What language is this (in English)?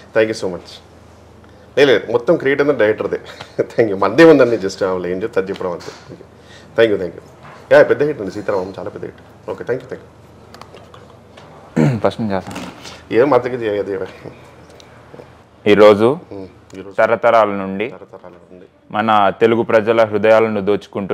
Telugu